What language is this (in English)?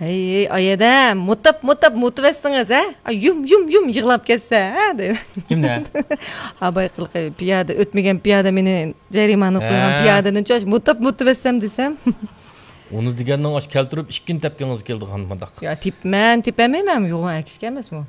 Uyghur